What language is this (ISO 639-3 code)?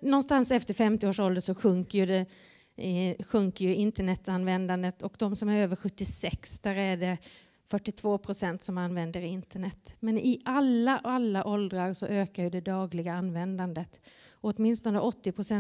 swe